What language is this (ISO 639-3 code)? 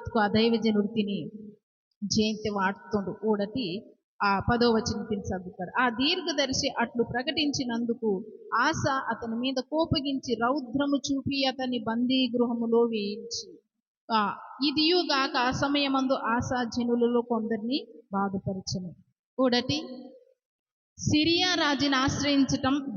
kff